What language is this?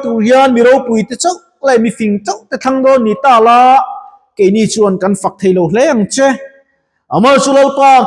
Mizo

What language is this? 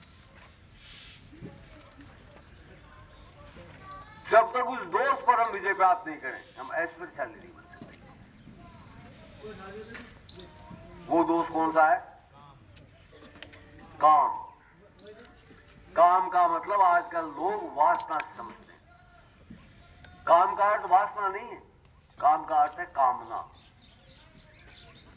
Hindi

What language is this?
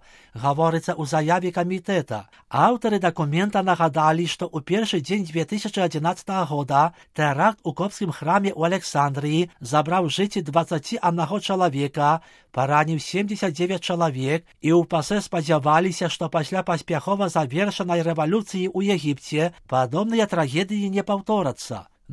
Belarusian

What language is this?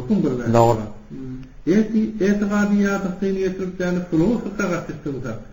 Turkmen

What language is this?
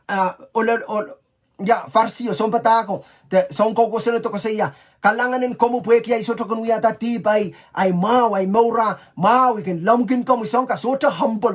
Pohnpeian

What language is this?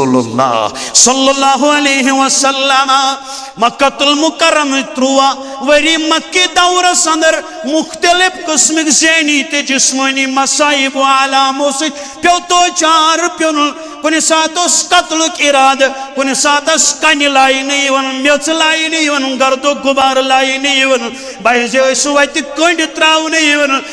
Kashmiri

